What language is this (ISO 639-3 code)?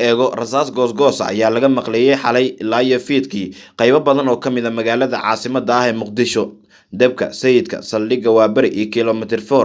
som